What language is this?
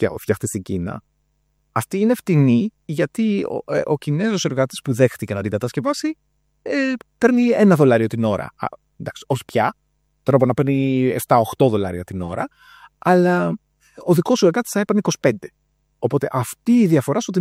Greek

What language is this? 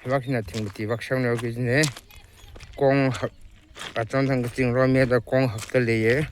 Tangkhul Naga (India)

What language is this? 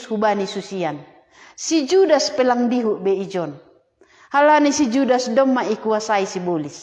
Batak Simalungun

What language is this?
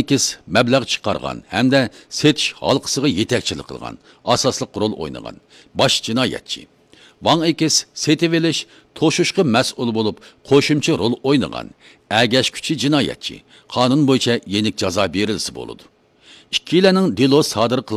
Uyghur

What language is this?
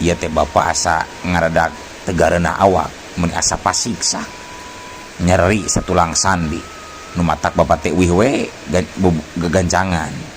Sundanese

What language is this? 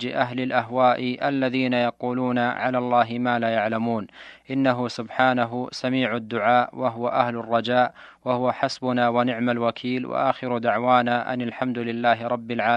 Arabic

